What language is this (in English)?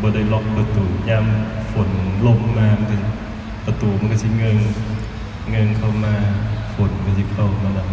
Lao